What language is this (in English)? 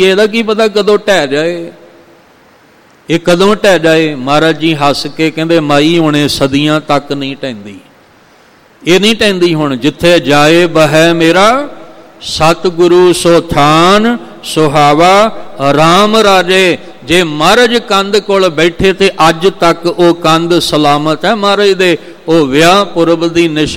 Punjabi